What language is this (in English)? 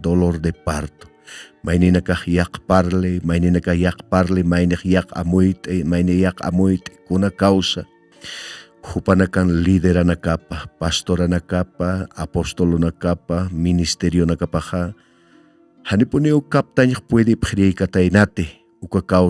Aymara